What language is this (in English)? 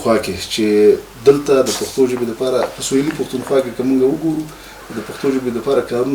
Pashto